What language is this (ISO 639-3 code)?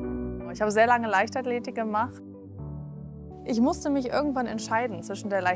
deu